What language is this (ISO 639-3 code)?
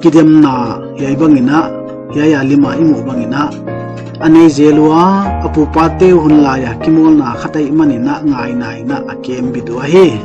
pck